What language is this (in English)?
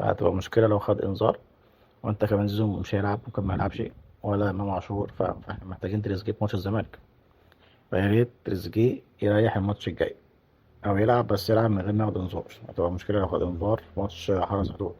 Egyptian Arabic